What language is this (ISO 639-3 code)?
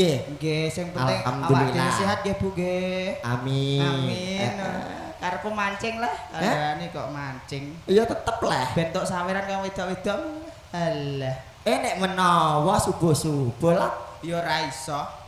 jav